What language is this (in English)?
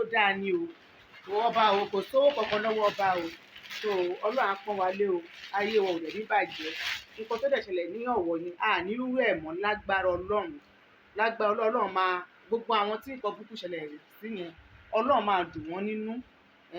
Yoruba